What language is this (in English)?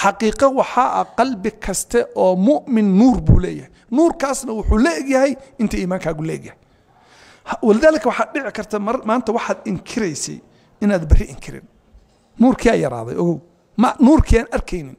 Somali